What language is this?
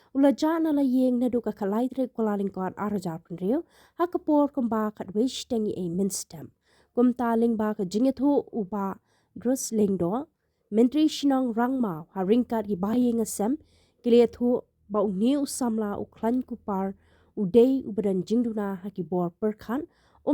Khasi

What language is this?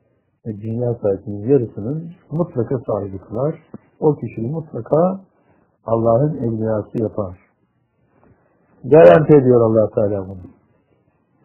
Turkish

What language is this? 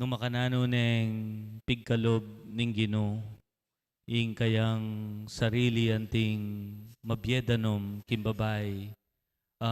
Pampanga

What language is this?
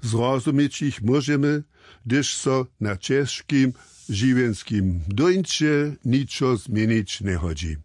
Upper Sorbian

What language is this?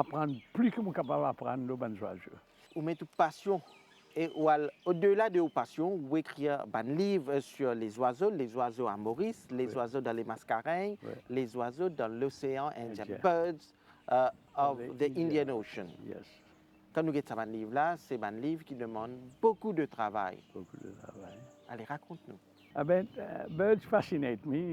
Morisyen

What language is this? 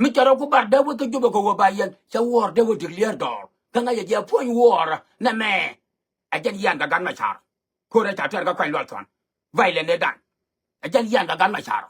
Nuer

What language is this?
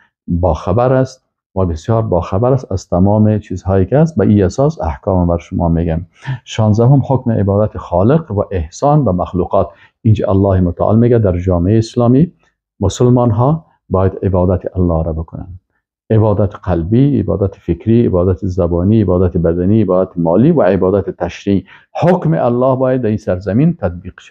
Persian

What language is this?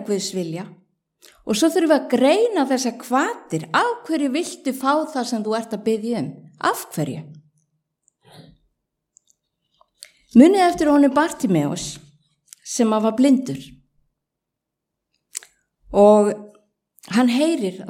Icelandic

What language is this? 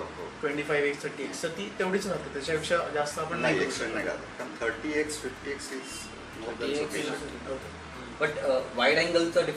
Marathi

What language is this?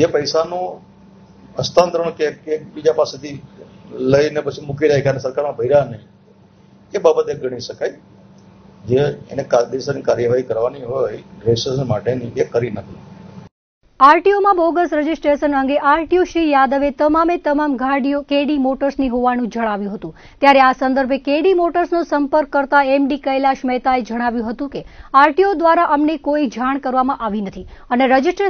Gujarati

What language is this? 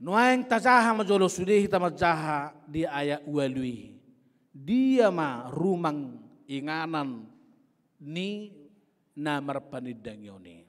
Batak Toba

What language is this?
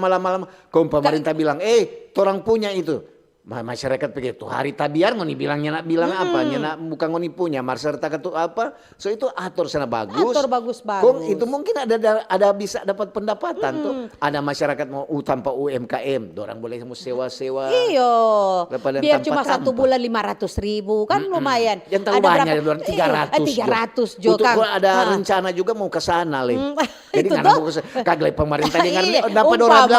Manado Malay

